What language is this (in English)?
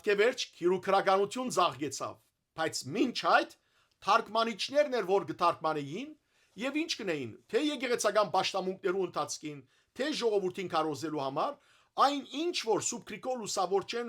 Western Armenian